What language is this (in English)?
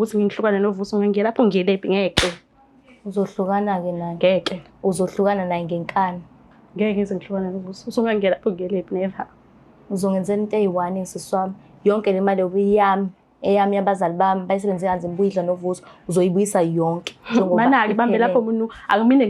Zulu